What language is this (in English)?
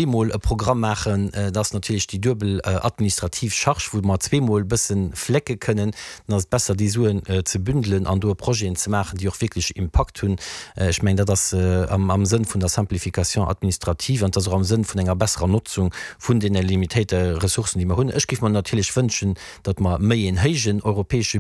Luxembourgish